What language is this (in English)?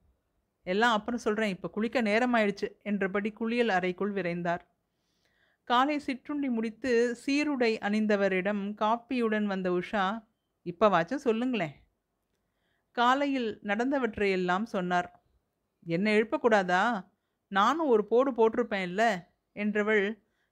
Tamil